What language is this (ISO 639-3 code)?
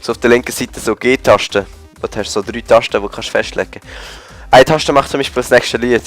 gsw